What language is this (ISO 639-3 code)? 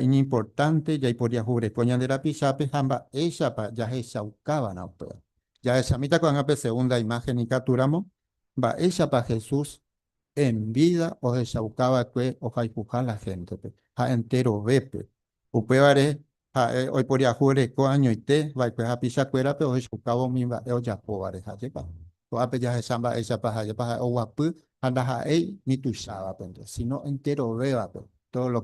grn